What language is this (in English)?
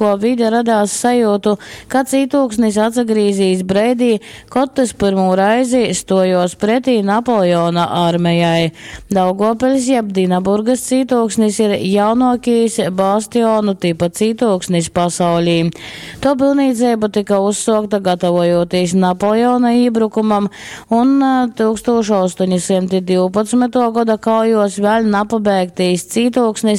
Latgalian